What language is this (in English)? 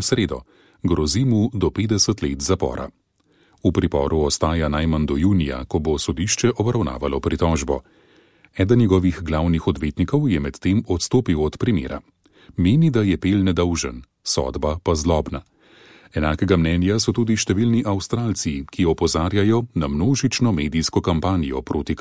Slovenian